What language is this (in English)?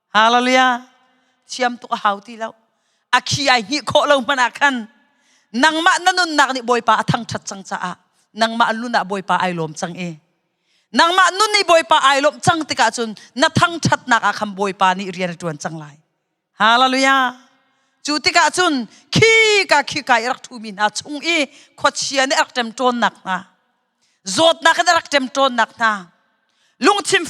Hakha Chin